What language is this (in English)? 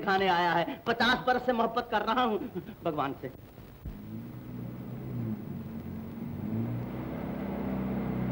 Hindi